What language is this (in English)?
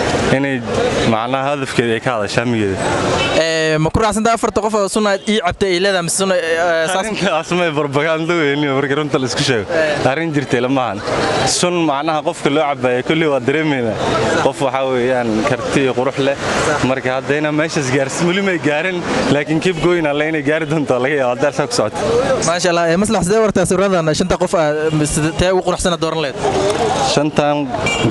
Somali